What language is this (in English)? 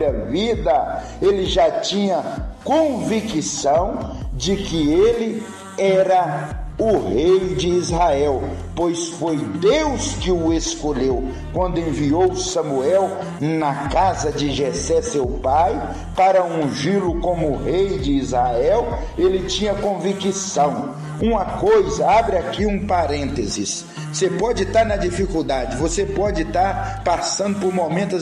Portuguese